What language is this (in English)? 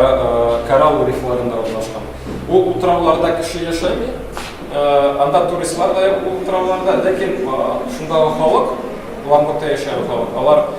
Tatar